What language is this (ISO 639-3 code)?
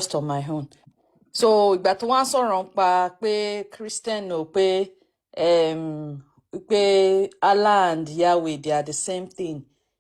yor